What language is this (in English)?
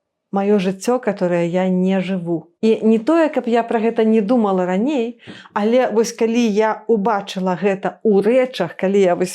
Belarusian